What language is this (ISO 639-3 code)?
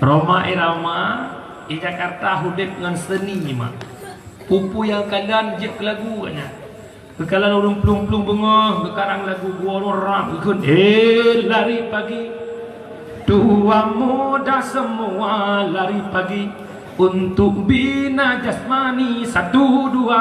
ace